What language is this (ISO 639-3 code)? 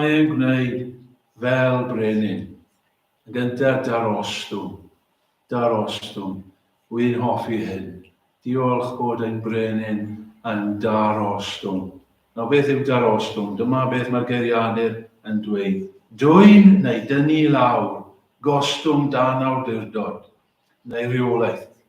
cym